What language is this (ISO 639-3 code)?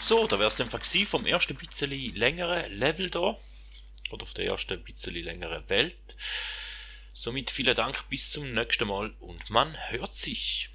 gsw